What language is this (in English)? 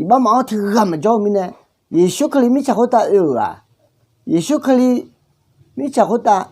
Akha